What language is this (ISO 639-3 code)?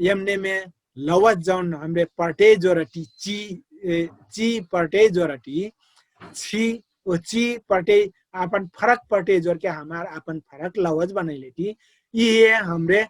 thl